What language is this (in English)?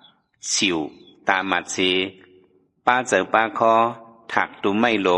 Shan